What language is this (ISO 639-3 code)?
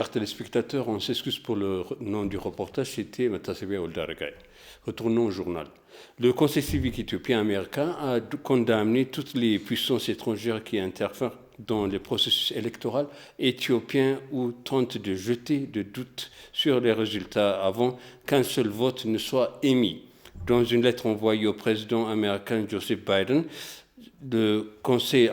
fra